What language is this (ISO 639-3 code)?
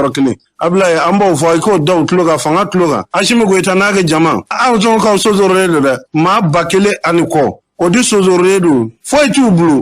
bam